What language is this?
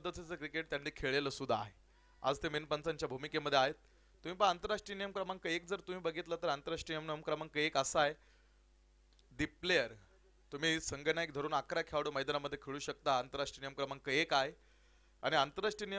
Marathi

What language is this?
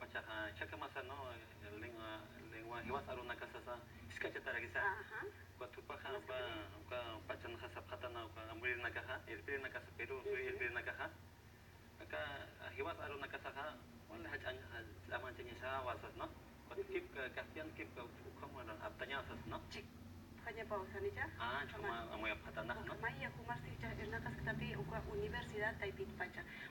Aymara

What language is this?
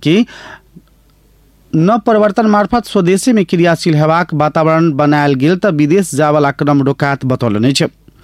Maithili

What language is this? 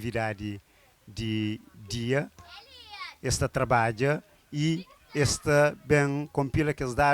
Kabuverdianu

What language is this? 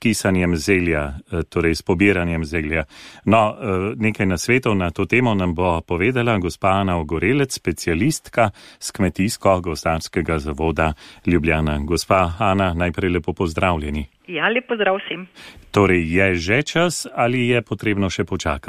Slovenian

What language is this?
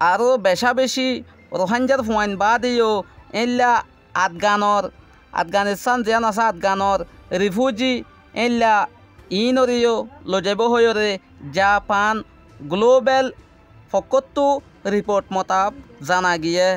Rohingya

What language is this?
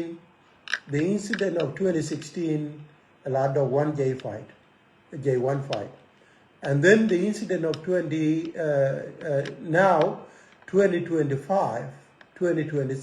Nuer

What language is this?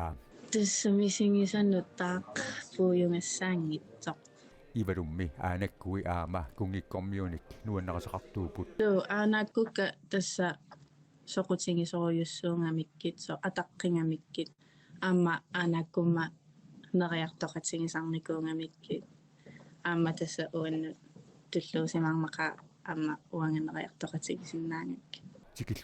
Kalaallisut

